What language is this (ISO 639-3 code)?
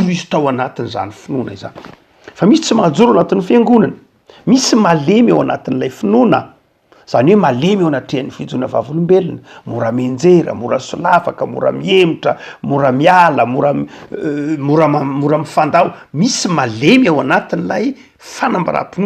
mlg